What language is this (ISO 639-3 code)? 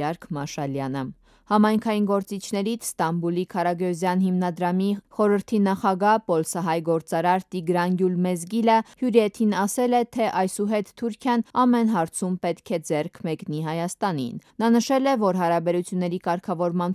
hye